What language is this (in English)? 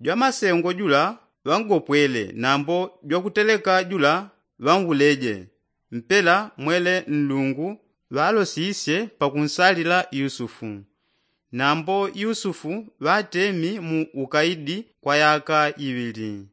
Yao